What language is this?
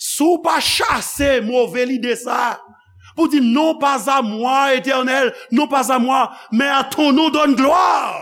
Haitian Creole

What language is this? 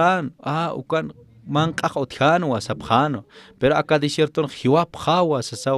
Aymara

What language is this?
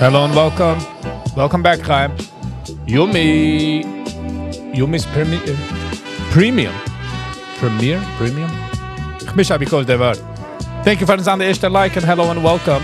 Yiddish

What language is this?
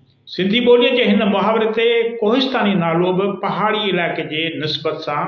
Sindhi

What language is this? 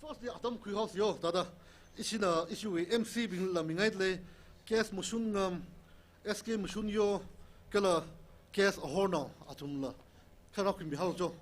Tangkhul Naga (India)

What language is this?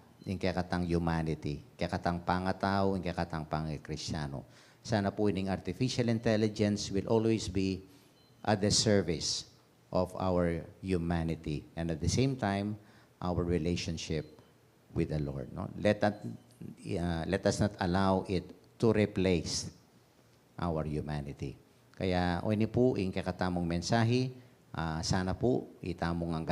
Pampanga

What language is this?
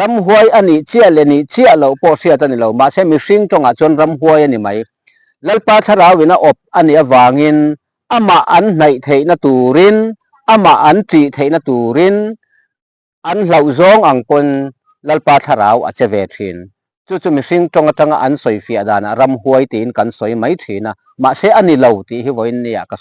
Mizo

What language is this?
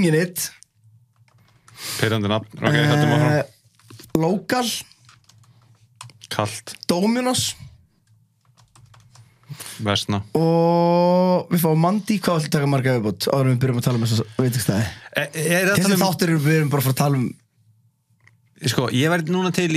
Icelandic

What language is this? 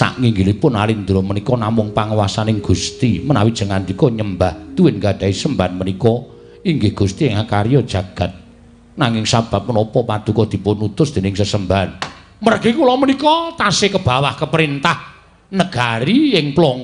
Javanese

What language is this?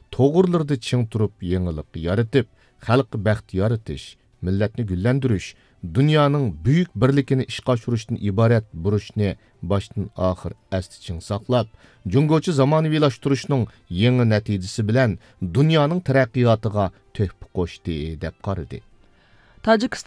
Uyghur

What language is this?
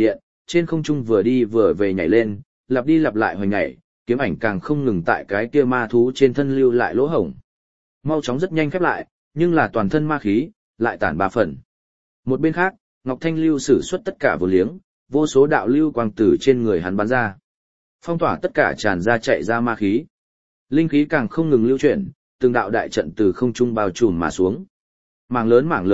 Vietnamese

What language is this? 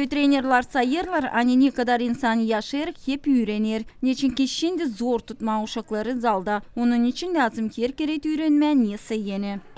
Gagauz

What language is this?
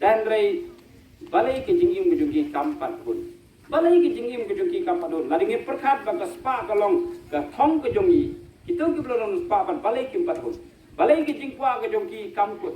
Khasi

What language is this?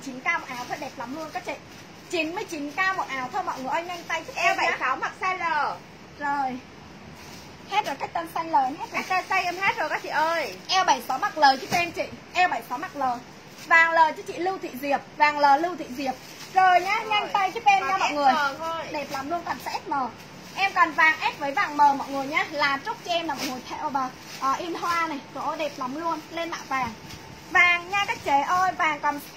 Vietnamese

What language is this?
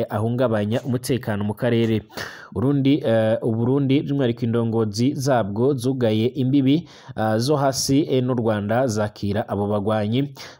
Rundi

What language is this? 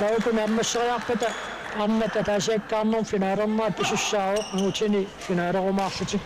Kalaallisut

